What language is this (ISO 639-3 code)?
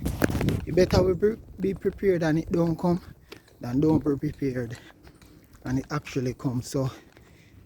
jam